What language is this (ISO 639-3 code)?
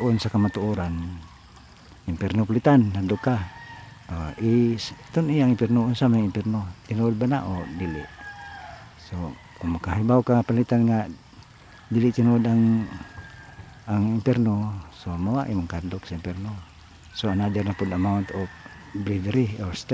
ceb